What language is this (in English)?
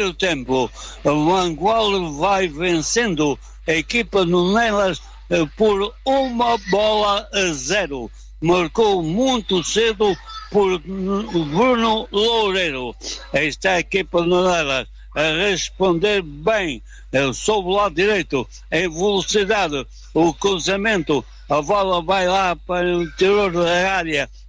Portuguese